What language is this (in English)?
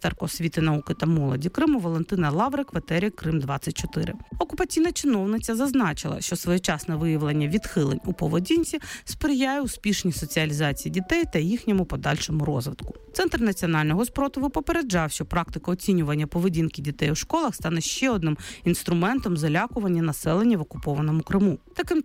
Ukrainian